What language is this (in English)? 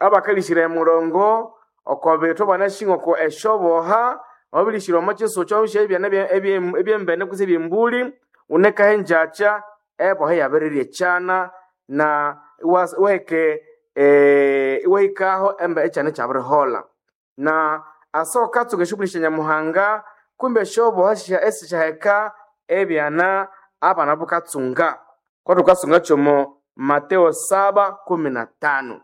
Nande